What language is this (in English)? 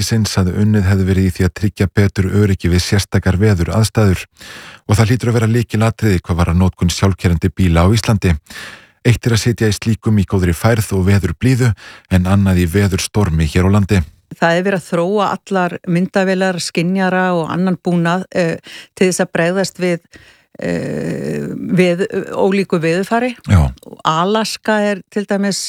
Icelandic